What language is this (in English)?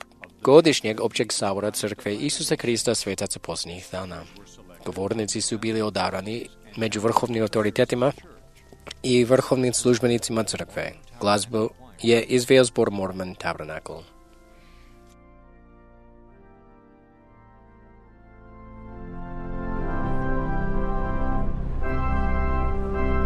Croatian